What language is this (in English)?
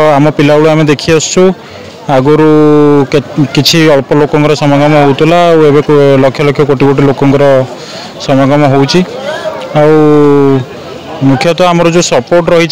Odia